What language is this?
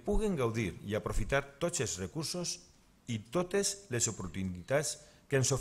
Catalan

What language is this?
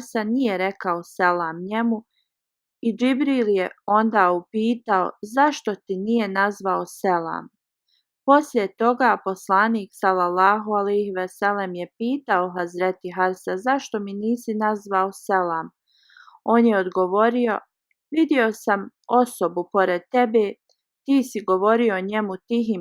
Bosnian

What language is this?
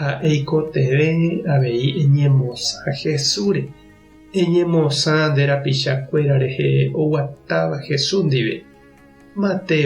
Guarani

